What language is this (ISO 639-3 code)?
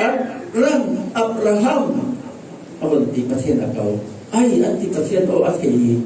cfm